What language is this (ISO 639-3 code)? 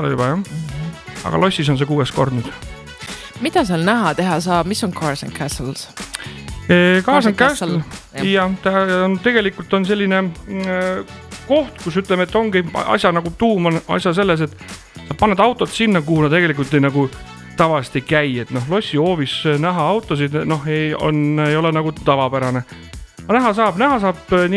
est